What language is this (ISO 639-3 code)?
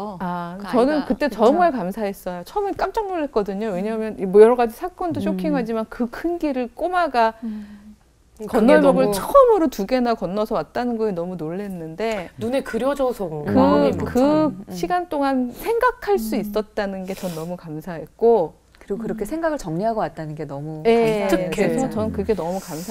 kor